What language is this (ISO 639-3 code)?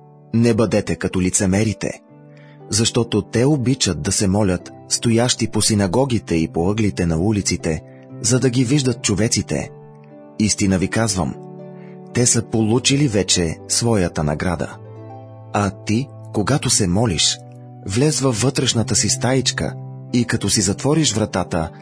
bul